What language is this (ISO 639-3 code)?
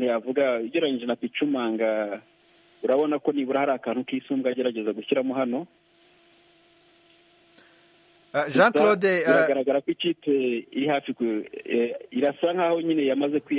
kin